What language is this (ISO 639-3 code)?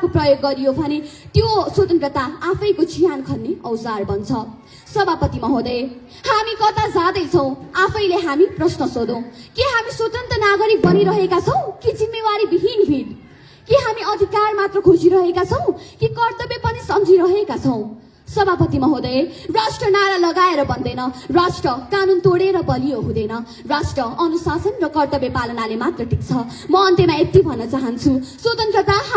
nep